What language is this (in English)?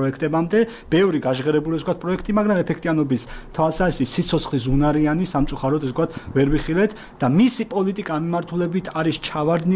Georgian